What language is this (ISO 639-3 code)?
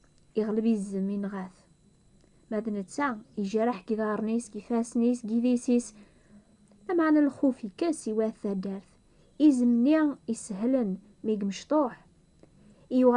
kab